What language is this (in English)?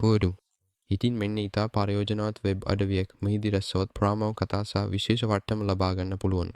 Sinhala